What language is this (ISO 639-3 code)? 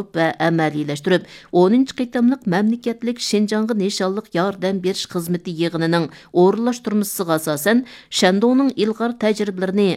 uig